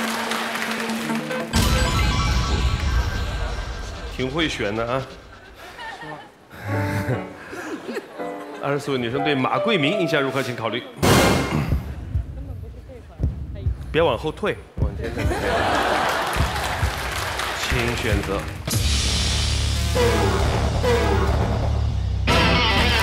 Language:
Chinese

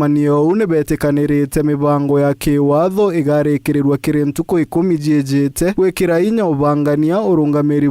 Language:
Meru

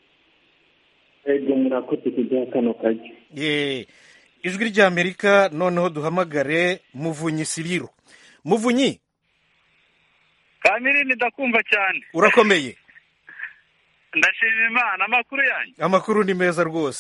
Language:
Kinyarwanda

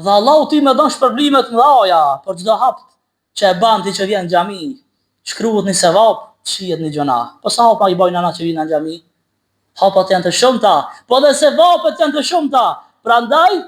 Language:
Albanian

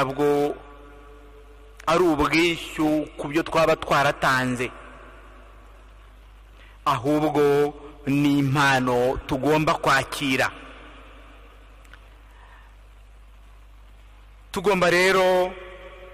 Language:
Kinyarwanda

